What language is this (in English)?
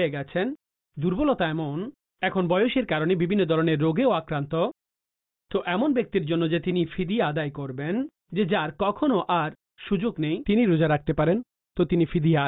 Bangla